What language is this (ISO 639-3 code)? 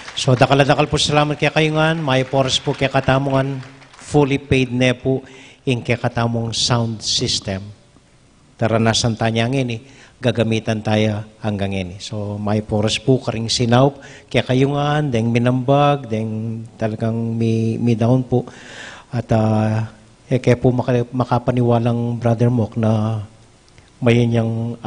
pam